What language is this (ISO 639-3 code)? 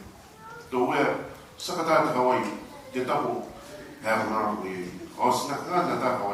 gil